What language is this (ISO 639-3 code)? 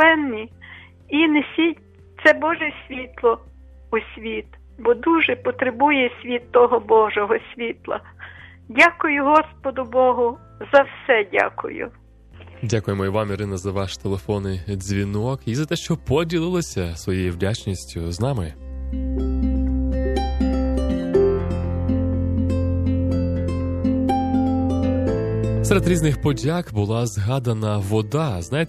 ukr